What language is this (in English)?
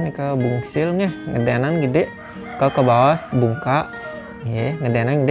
Balinese